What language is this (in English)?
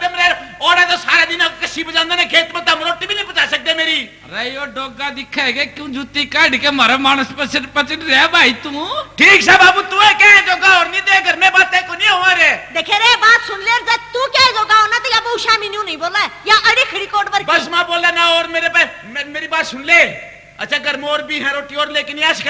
Haryanvi